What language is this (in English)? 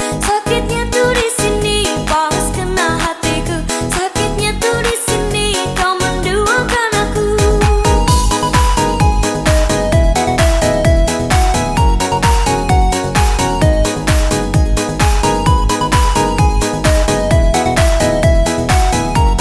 Indonesian